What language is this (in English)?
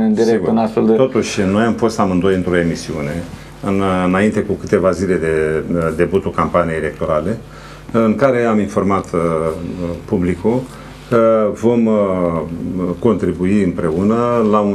Romanian